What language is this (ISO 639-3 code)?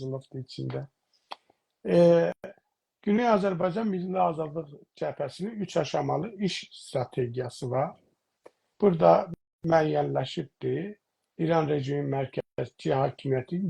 azb